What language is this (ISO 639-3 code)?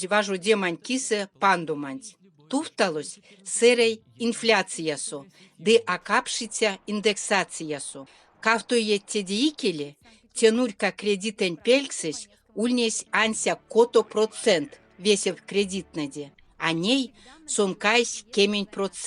myv